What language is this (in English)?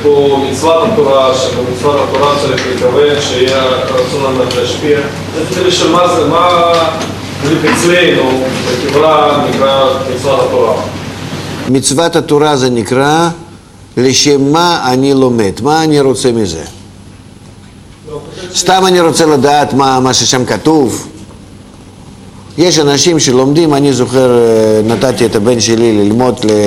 Hebrew